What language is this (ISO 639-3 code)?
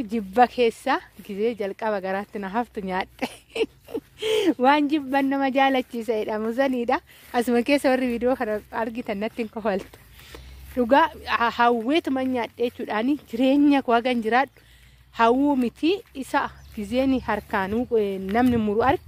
orm